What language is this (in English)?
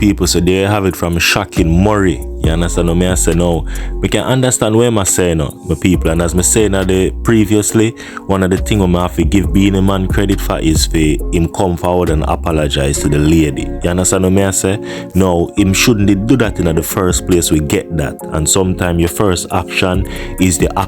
Jamaican Creole English